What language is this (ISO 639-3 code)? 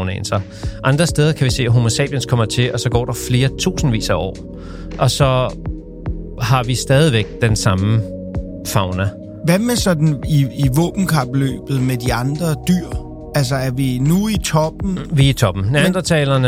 dan